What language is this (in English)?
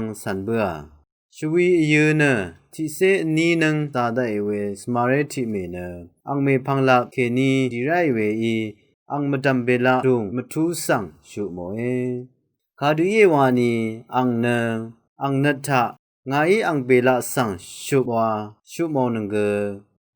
Rawang